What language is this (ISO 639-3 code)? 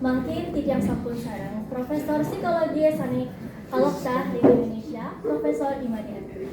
ban